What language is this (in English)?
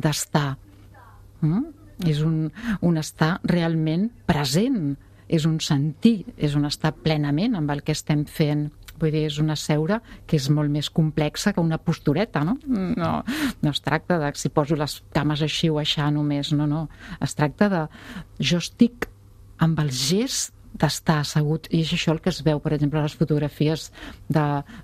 Catalan